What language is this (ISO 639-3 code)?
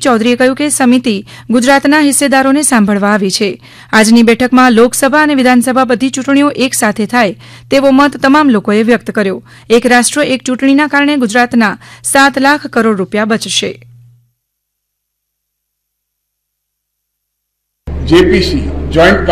guj